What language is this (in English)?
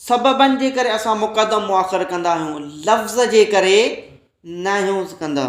Sindhi